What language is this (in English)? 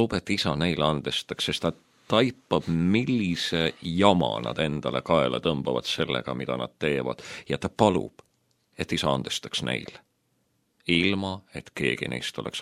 Estonian